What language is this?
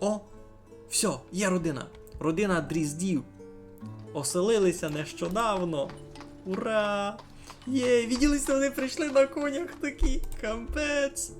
Rusyn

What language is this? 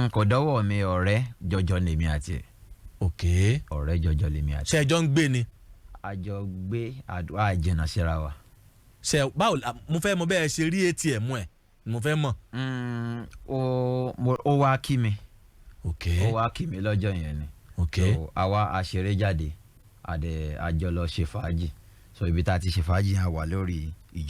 Yoruba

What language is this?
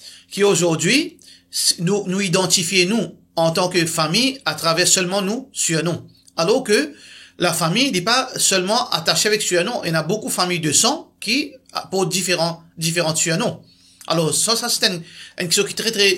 Morisyen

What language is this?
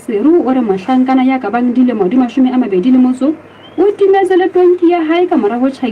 Southern Sotho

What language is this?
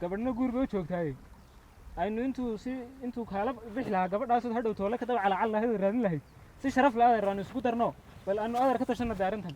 Somali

